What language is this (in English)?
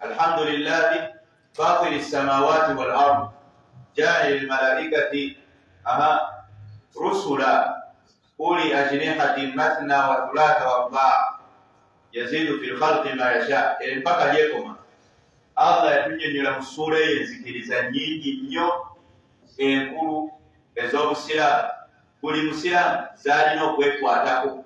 Ganda